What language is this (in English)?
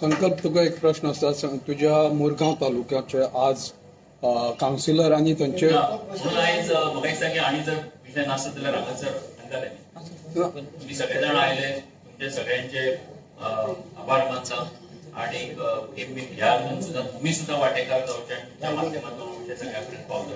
Konkani